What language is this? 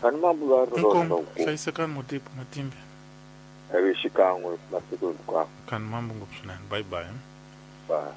Tsonga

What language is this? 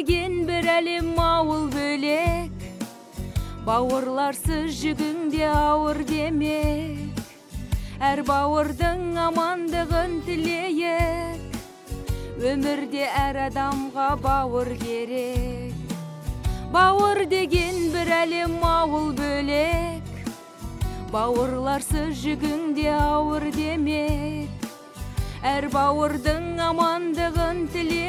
Kazakh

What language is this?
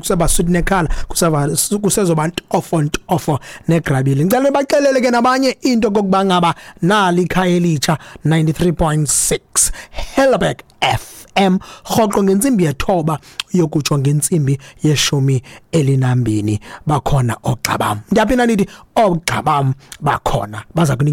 Xhosa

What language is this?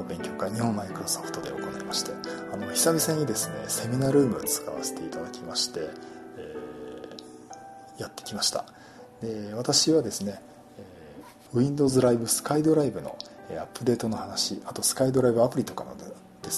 Japanese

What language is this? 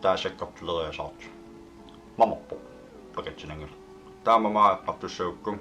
Kalaallisut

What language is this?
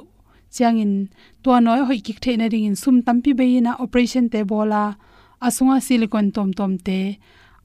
Tedim Chin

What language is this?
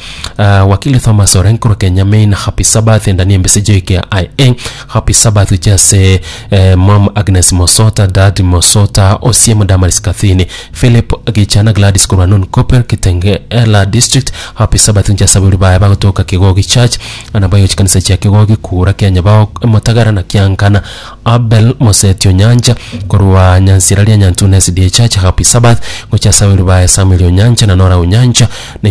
Gusii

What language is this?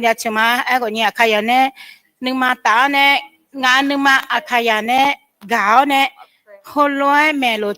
Akha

